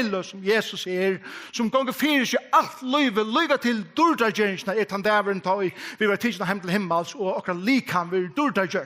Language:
Faroese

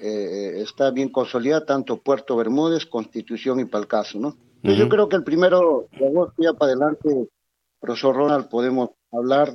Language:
Spanish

